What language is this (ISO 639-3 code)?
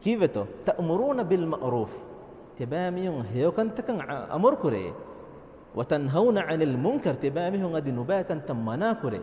div